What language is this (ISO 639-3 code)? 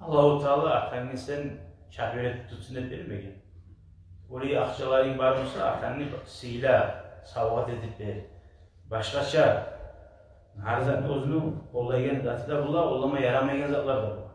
kum